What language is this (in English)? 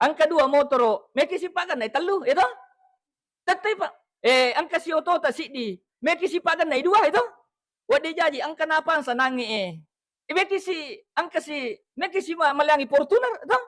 Buginese